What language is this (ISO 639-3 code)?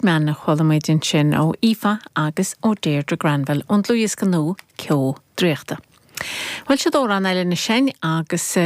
gle